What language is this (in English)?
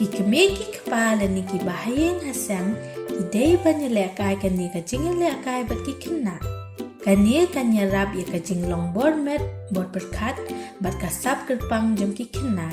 Khasi